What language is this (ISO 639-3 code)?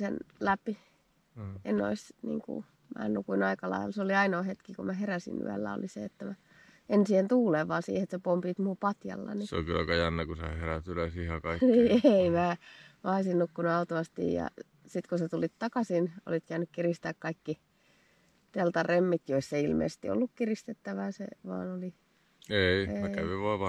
fin